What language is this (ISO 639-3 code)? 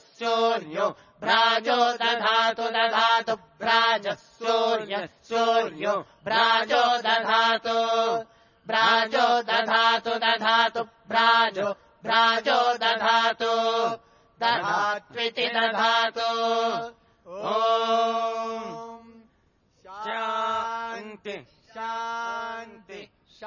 san